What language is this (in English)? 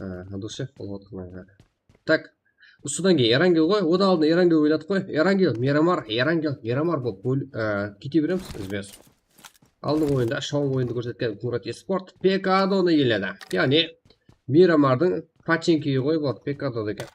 Kara-Kalpak